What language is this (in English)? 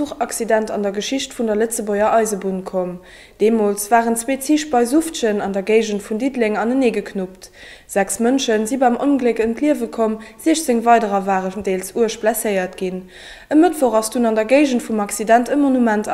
Luxembourgish